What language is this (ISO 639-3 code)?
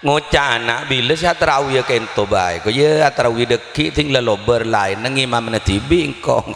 mad